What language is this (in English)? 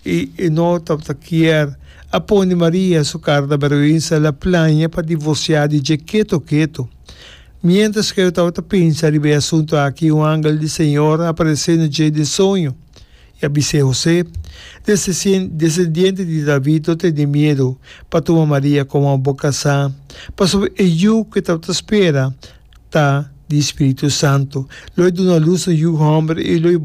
Papiamento